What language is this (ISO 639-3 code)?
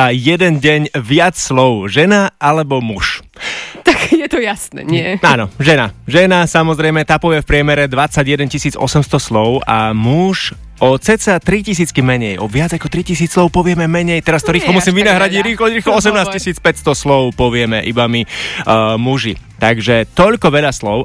slk